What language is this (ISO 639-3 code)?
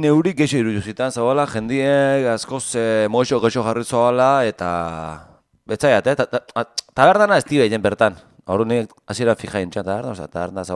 eus